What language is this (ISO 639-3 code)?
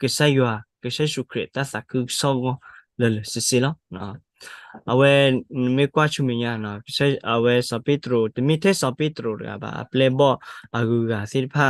ksw